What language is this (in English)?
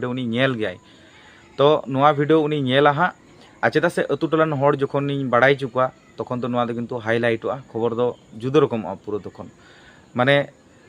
Santali